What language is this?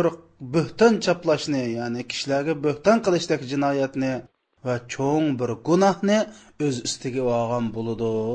Uyghur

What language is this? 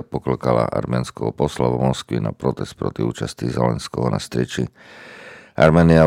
Slovak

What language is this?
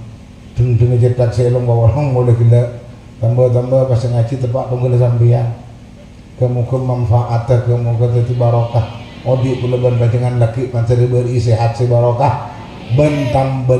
Madurese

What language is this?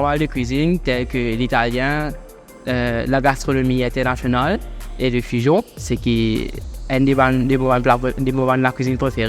Morisyen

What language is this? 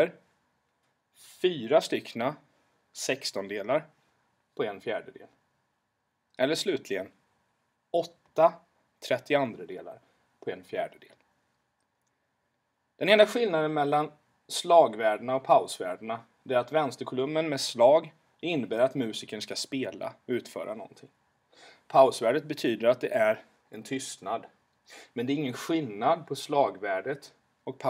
Swedish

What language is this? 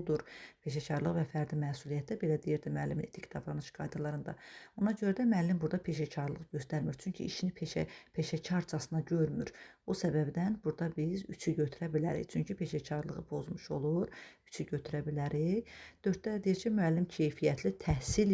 Azerbaijani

